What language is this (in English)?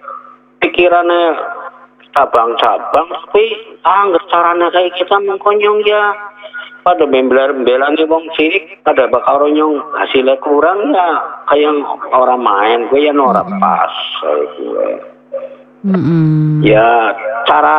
Indonesian